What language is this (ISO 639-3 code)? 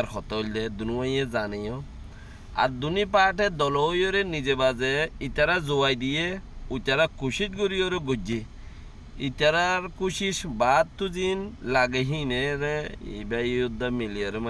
rhg